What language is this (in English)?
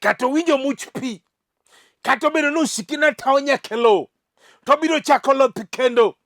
Luo (Kenya and Tanzania)